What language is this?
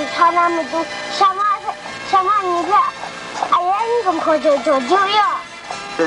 Kachin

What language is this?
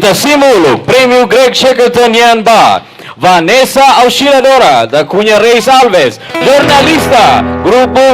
Tetum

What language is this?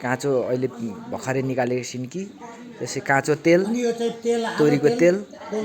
Nepali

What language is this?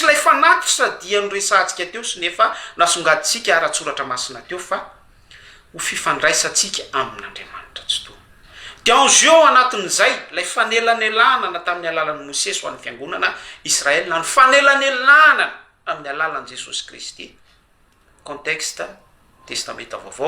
Malagasy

